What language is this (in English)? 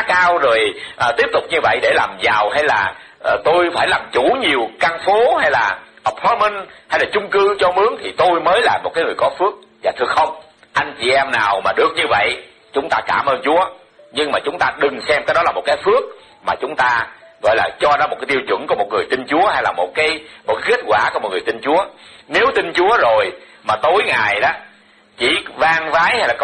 Vietnamese